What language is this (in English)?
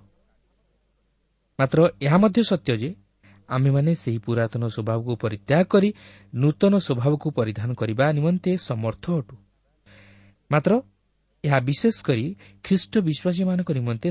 Odia